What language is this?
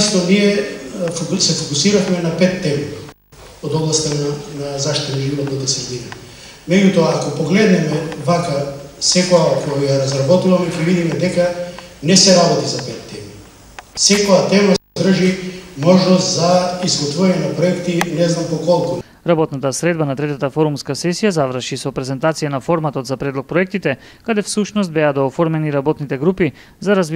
Macedonian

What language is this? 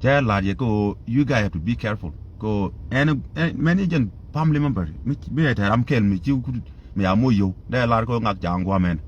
Nuer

